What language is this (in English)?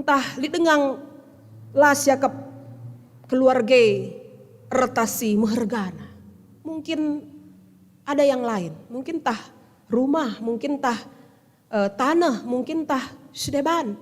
Batak Karo